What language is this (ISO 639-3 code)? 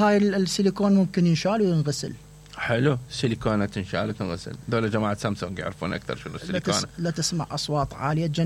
acm